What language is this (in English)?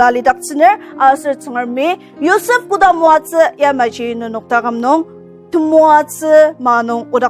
Ao Naga